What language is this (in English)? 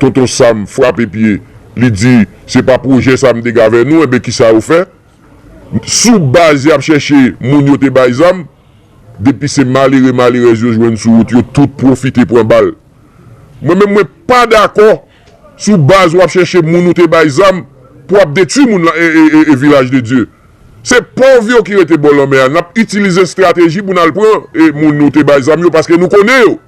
Haitian Creole